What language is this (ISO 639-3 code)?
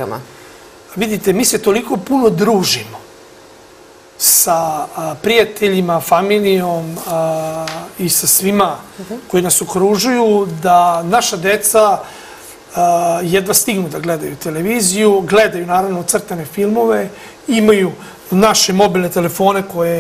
srp